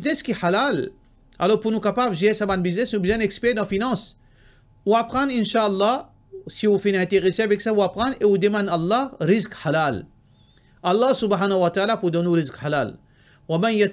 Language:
Morisyen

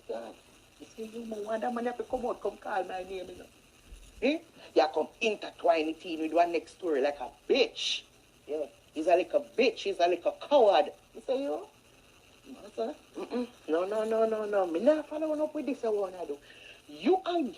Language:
Jamaican Creole English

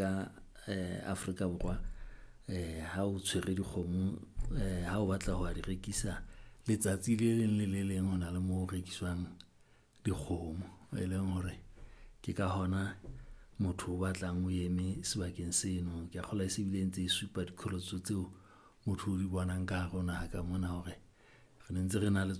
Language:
Southern Sotho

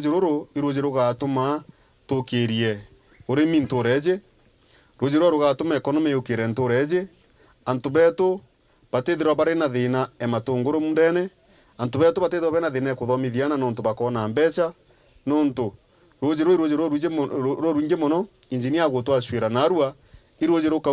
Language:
Meru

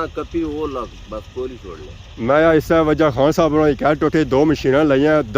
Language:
Pahari-Potwari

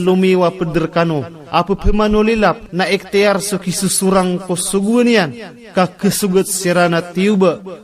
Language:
Maranao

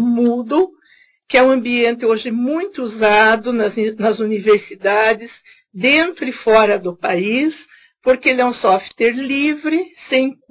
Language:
Portuguese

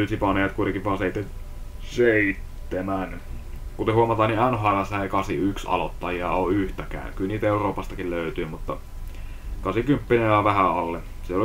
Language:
Finnish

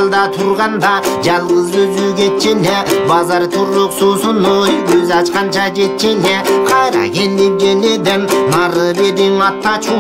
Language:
Kyrgyz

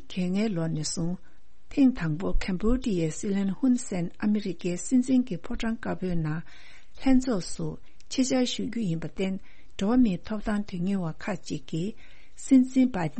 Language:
Tibetan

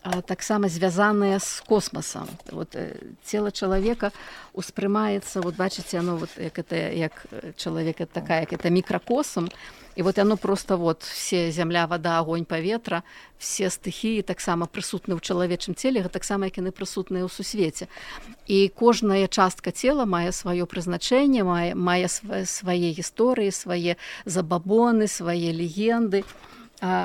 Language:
Belarusian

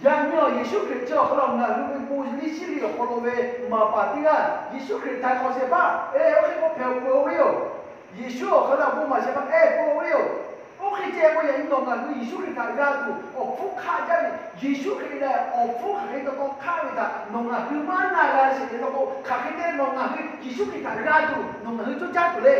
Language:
Lahu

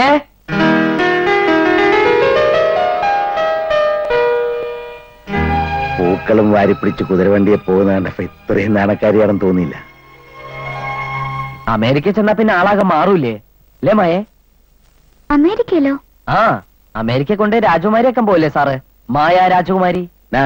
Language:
Malayalam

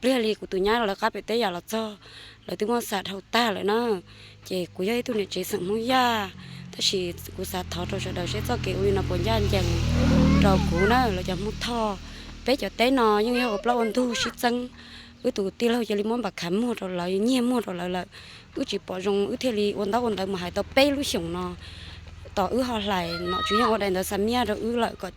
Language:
Hmong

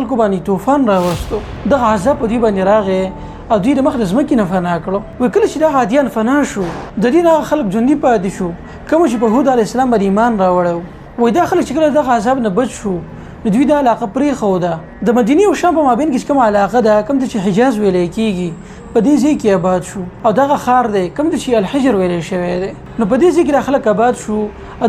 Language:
Pashto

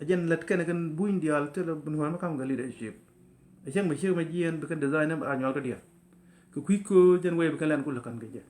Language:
Nuer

